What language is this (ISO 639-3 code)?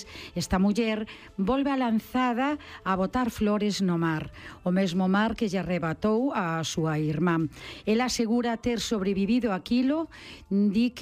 glg